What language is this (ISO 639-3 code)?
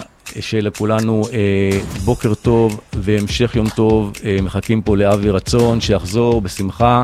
heb